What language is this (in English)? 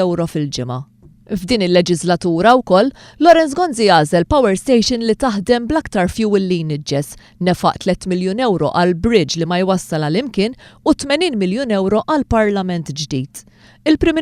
Maltese